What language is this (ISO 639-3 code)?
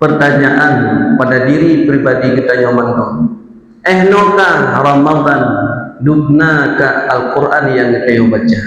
ace